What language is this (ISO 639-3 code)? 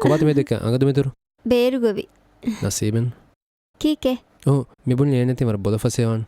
div